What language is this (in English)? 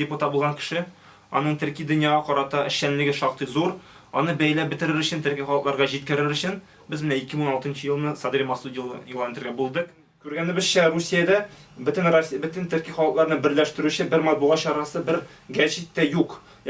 Tatar